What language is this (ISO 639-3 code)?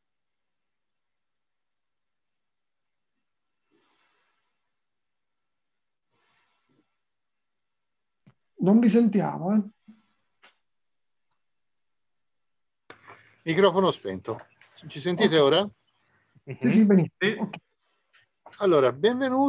ita